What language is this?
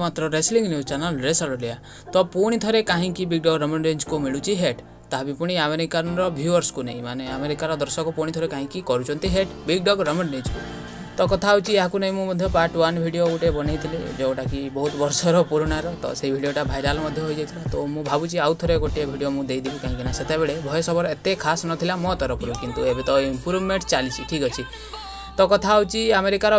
Odia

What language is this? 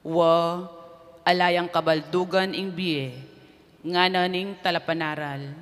Pampanga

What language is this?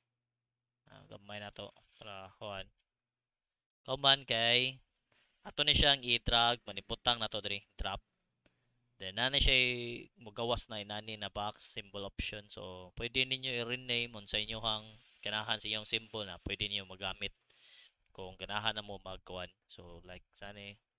Cebuano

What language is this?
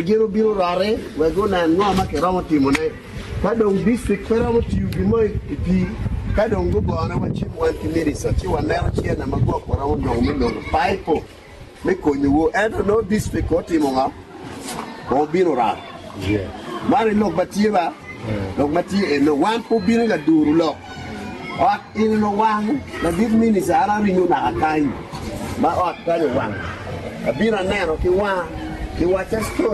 Acoli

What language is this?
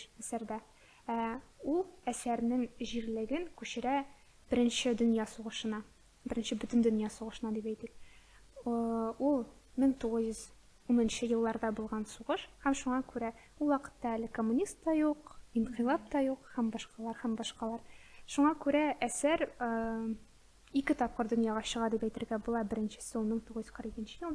Tatar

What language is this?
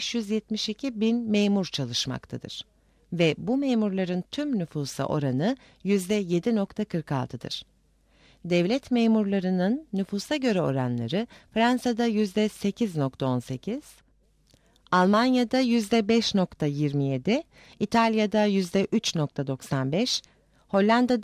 Turkish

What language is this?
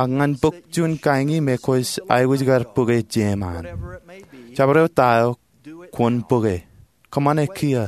Marshallese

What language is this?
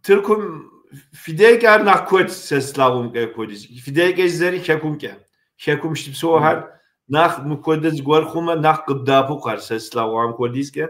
Kabardian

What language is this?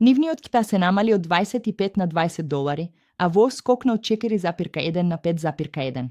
Macedonian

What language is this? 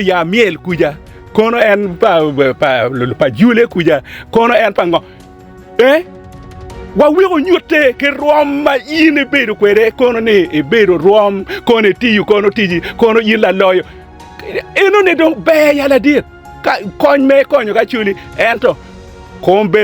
Acoli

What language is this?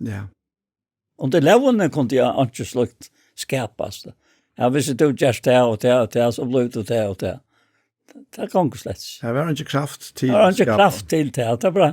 Faroese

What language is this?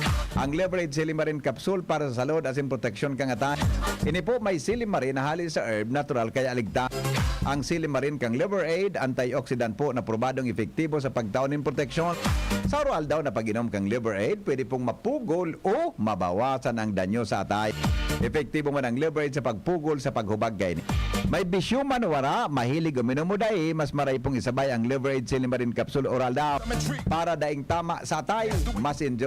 Bikol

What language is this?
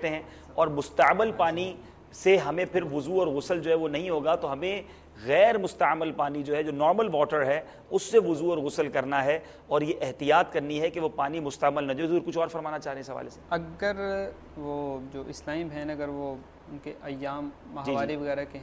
Urdu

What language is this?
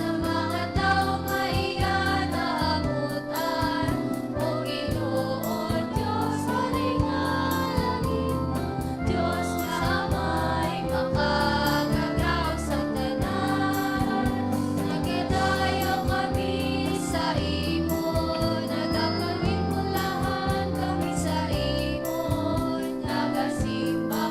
Hiligaynon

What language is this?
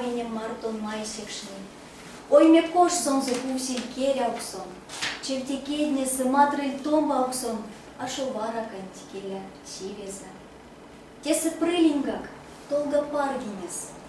Erzya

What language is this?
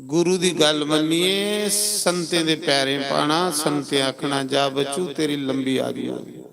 Dogri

